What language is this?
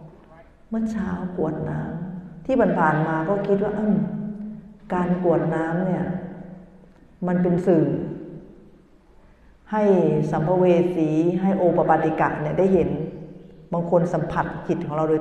Thai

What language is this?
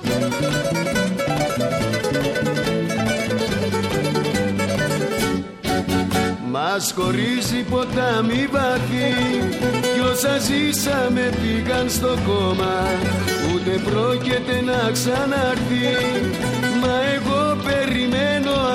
Greek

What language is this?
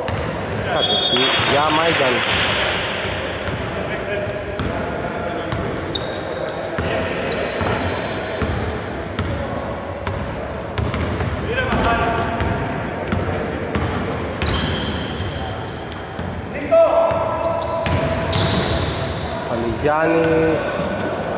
Greek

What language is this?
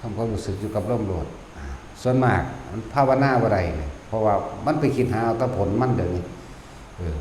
Northeastern Thai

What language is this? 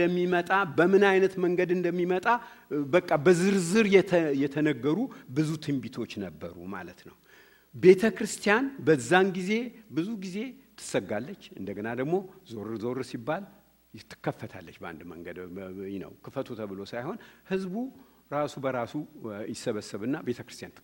Amharic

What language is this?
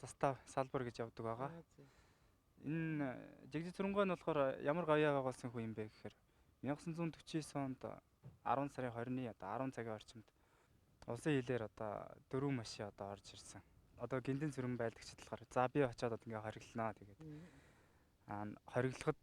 Mongolian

